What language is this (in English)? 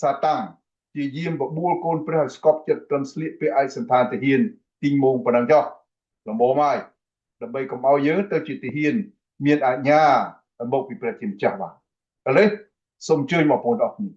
Khmer